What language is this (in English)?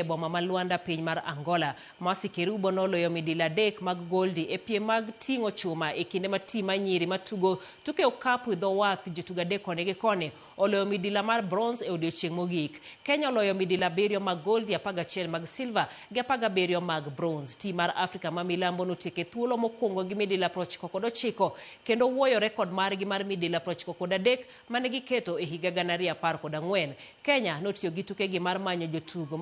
Luo (Kenya and Tanzania)